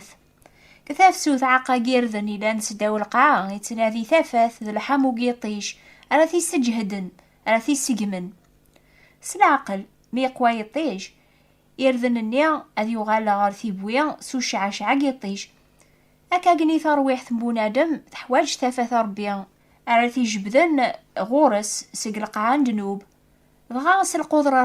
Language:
Kabyle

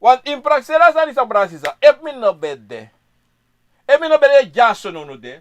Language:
Sranan Tongo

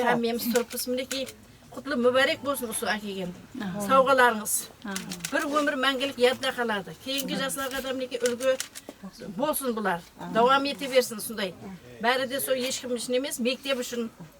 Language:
Kara-Kalpak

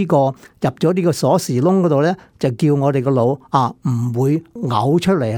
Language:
Cantonese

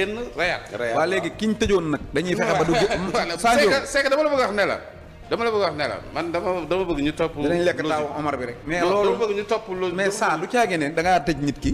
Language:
Wolof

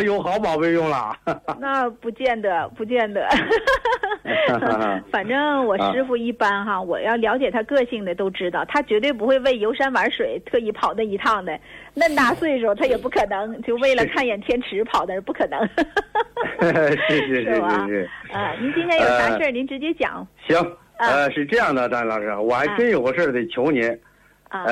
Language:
Chinese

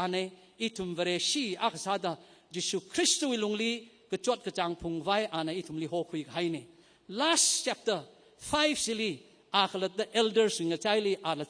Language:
Tangkhul Naga (India)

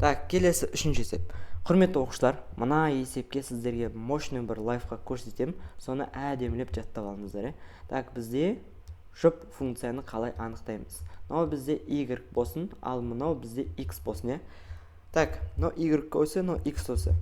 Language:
Kazakh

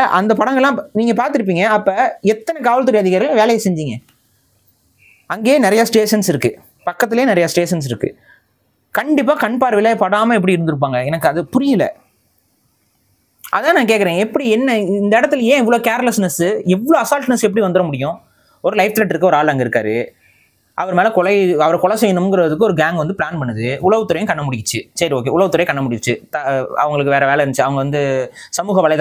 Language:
Tamil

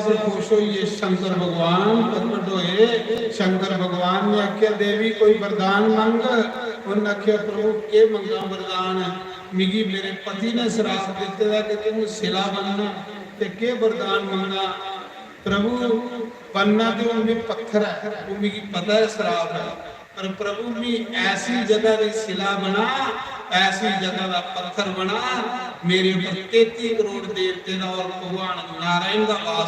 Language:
Dogri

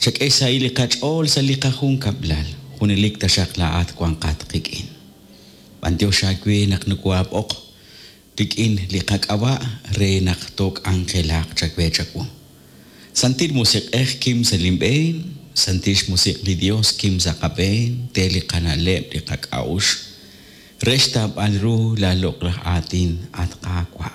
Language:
Kekchí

